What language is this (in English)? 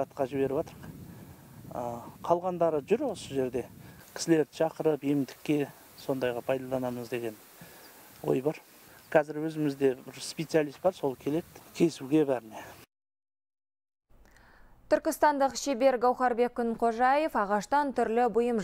Kazakh